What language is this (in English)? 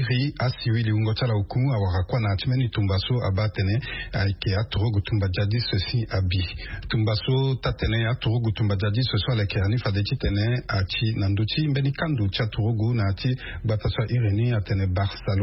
Sango